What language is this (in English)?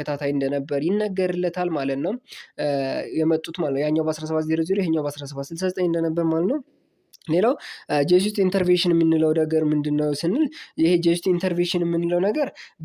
Amharic